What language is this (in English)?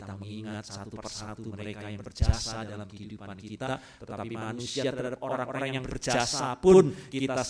Indonesian